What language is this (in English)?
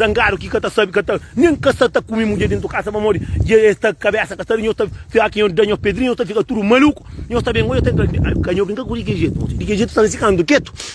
Kabuverdianu